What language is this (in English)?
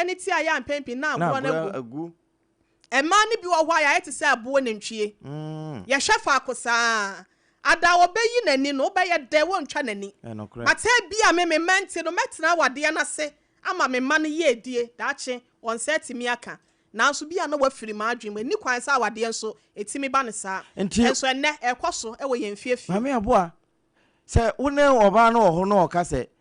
Akan